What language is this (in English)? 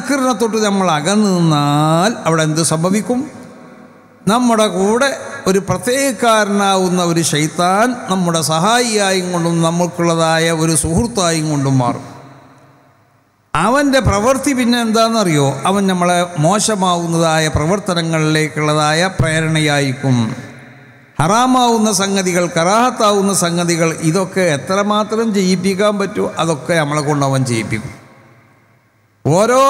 Malayalam